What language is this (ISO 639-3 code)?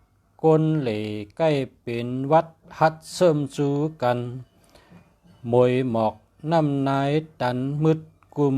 shn